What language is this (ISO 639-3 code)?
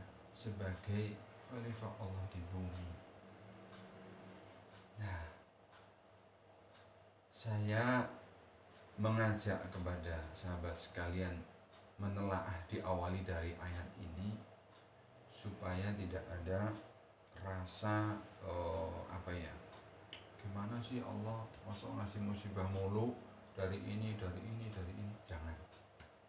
ind